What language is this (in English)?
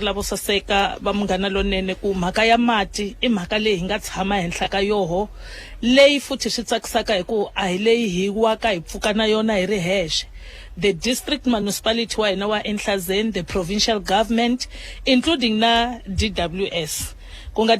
Tsonga